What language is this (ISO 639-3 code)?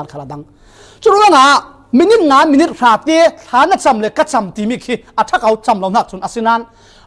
cfm